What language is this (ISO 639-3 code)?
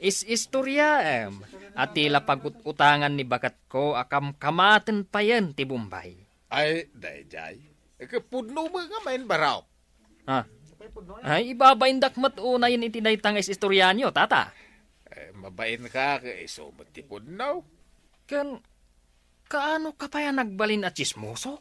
ilo